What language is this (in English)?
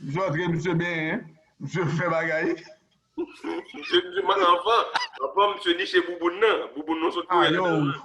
Haitian Creole